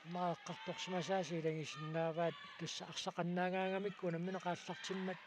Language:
Kalaallisut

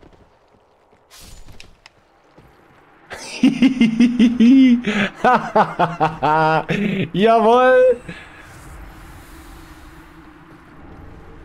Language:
German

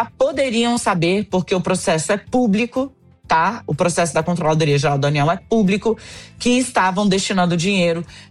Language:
Portuguese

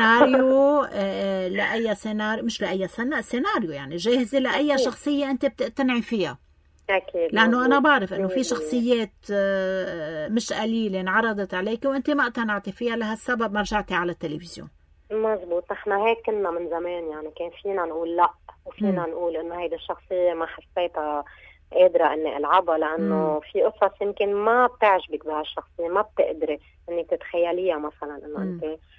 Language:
North Levantine Arabic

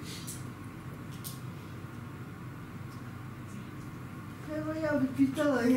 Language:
Croatian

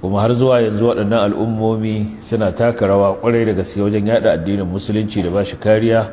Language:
Hausa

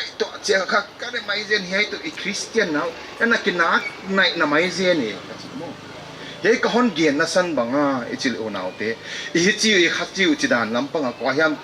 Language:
Paite Chin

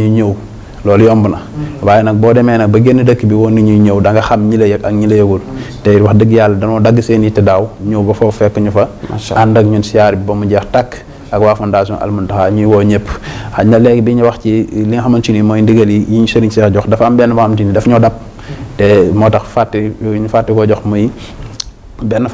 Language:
Wolof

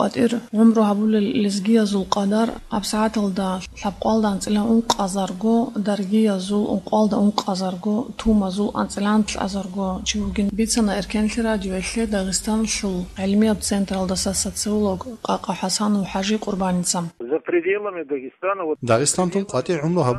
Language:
Avaric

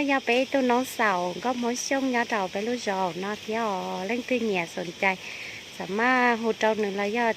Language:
Hmong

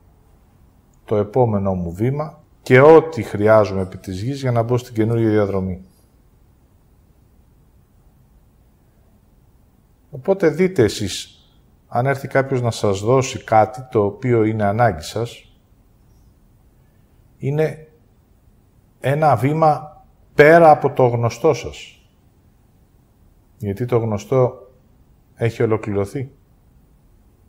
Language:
Greek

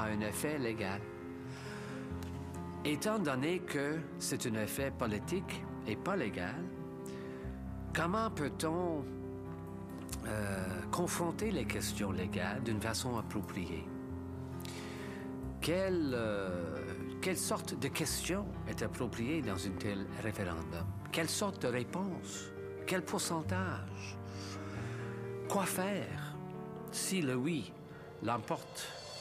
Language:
French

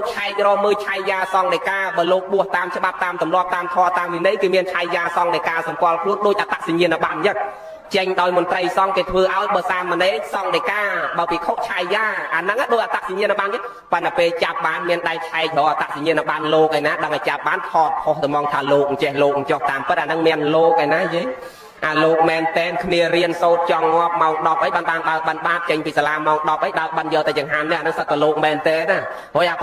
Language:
Khmer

